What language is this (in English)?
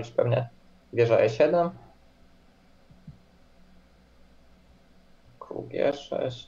Polish